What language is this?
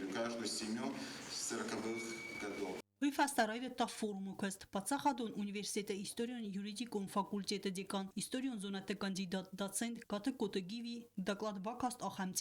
Ossetic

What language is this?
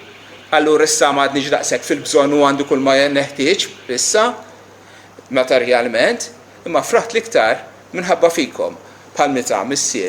Maltese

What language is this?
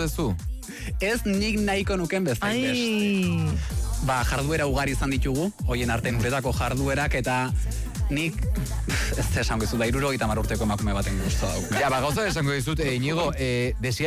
Basque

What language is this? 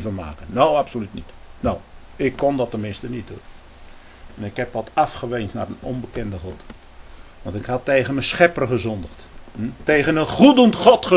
Dutch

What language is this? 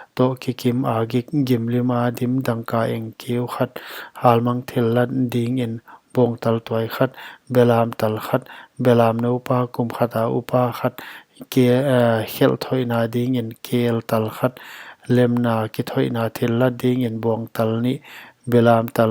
Paite Chin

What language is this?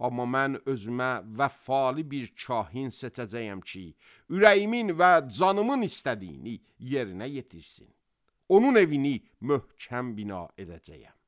Azerbaijani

